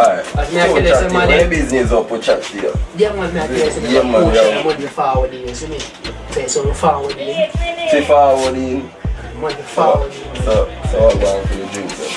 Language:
Jamaican Creole English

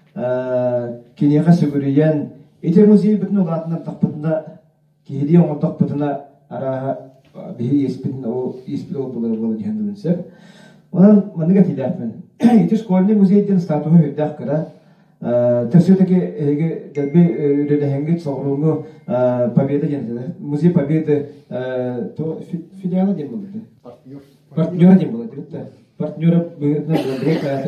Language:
Yakut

